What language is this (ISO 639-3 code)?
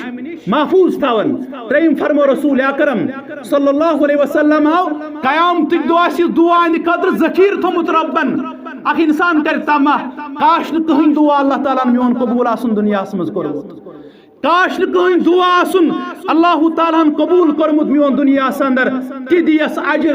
kas